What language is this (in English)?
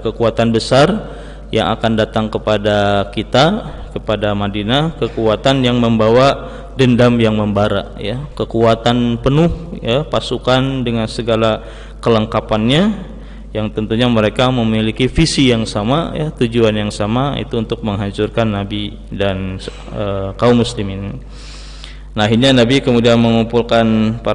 Indonesian